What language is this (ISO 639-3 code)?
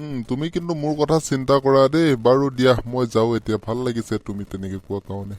asm